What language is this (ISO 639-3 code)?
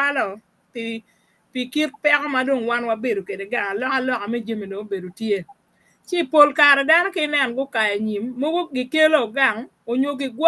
ach